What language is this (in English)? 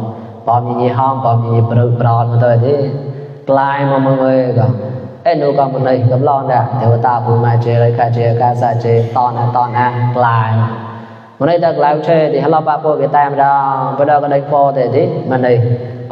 Mon